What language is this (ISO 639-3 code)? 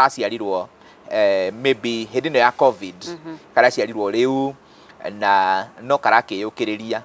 kik